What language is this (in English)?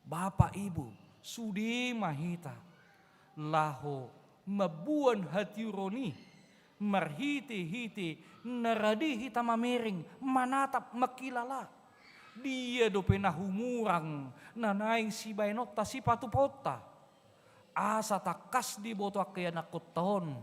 Batak Toba